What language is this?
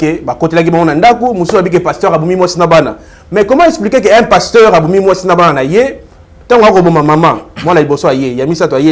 Lingala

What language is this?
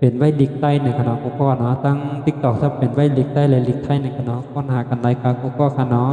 Shan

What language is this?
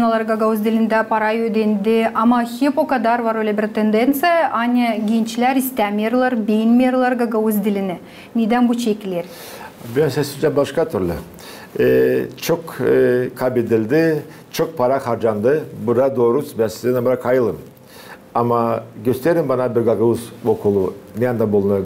Gagauz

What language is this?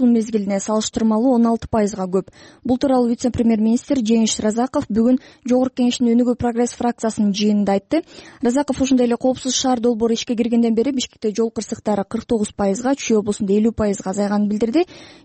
Kyrgyz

